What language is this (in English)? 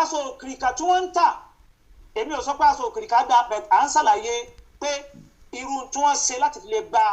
Yoruba